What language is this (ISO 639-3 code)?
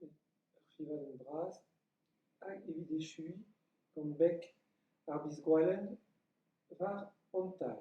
bre